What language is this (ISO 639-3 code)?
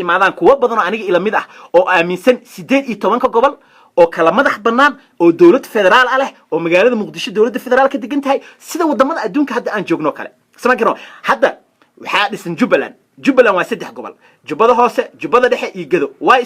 som